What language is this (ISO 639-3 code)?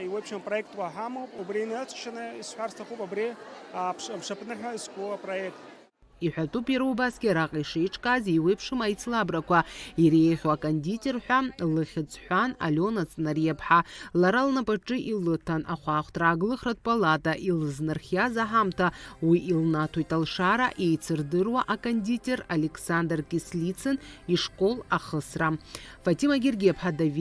abk